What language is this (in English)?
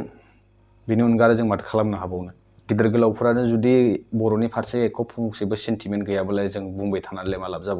Bodo